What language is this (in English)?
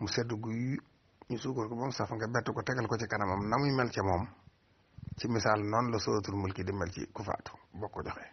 Wolof